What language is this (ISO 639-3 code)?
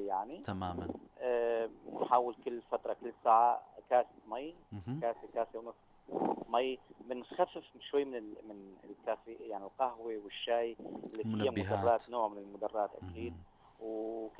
apc